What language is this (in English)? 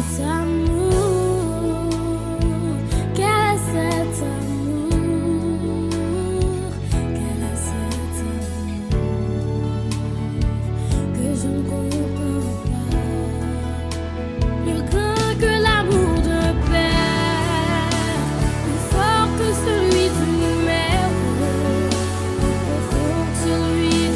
French